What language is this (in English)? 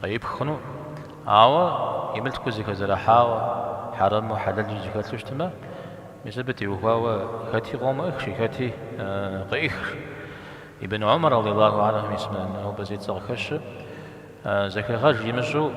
Kabardian